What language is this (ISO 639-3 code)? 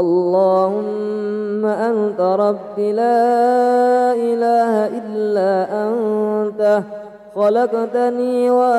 ara